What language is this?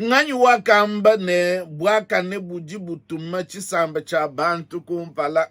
Luba-Lulua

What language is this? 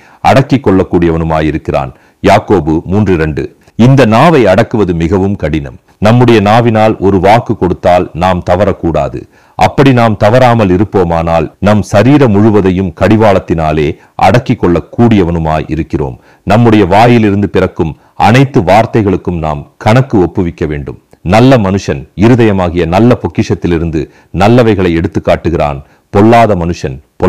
Tamil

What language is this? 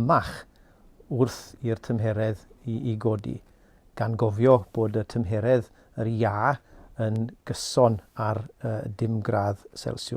Welsh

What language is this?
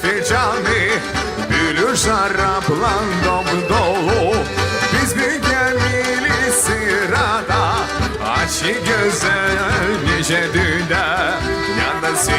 Gagauz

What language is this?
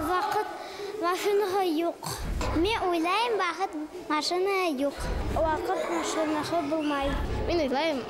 Bashkir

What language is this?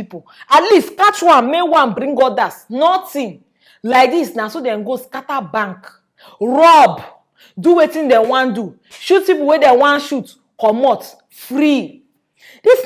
Nigerian Pidgin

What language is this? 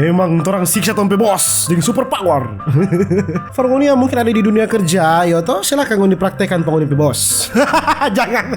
Manado Malay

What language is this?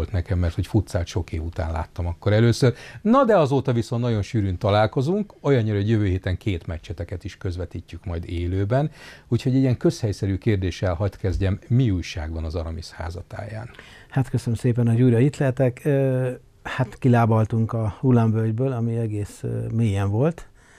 Hungarian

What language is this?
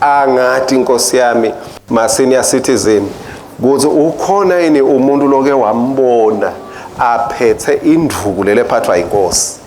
Swati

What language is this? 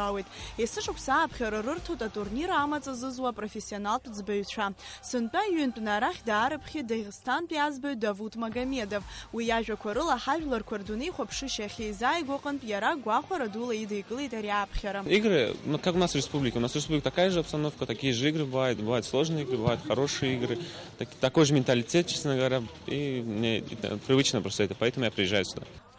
Abkhazian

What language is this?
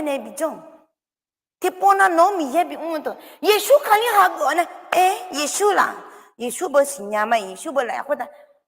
Akha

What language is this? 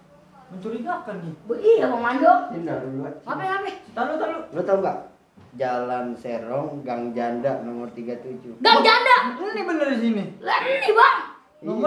Betawi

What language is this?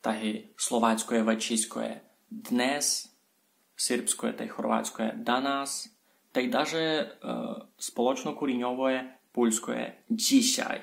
Rusyn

